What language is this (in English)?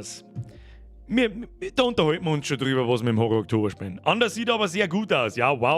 Bavarian